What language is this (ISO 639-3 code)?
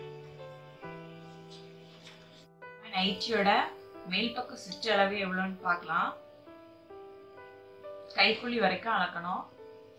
tam